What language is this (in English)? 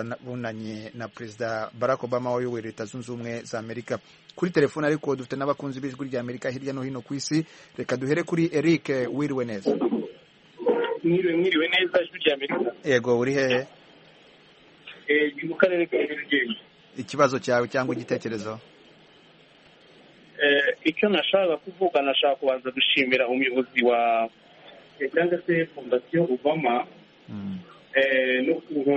Kinyarwanda